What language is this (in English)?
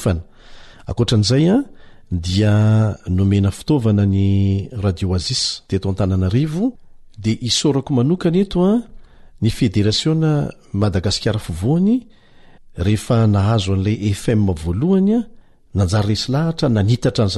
Malagasy